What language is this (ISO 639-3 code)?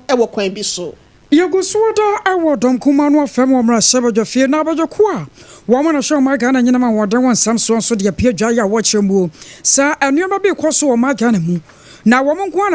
aka